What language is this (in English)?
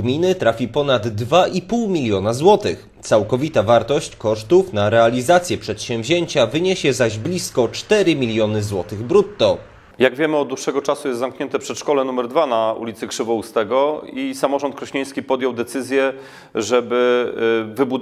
Polish